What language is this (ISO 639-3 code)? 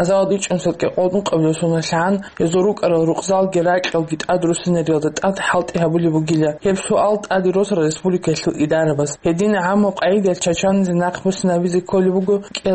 ava